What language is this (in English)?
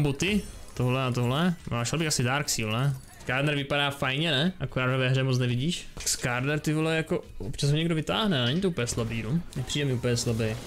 Czech